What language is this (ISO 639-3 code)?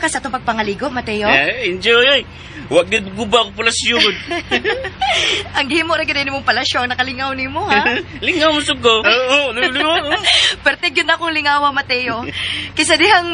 ceb